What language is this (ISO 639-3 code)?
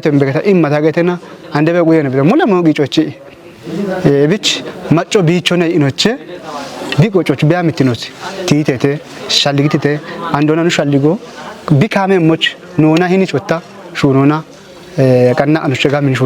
kbr